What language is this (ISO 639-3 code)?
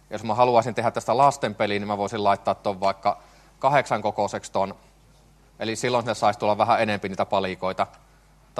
fin